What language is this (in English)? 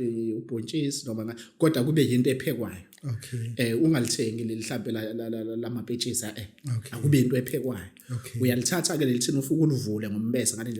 Zulu